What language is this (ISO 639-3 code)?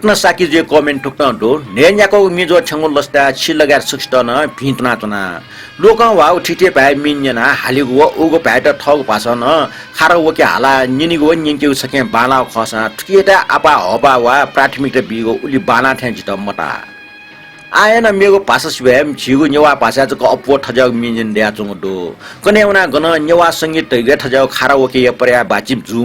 new